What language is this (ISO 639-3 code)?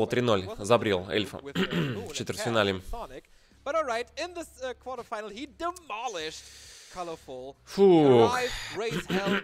rus